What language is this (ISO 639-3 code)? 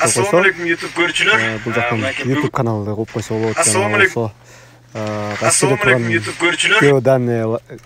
kir